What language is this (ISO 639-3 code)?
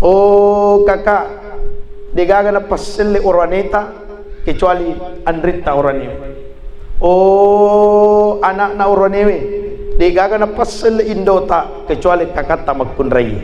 bug